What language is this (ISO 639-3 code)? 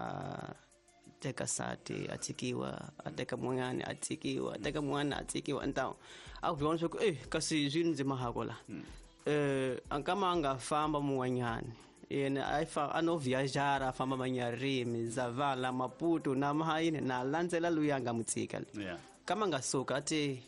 tso